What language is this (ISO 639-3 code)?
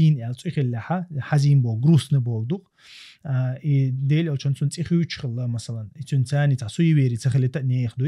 che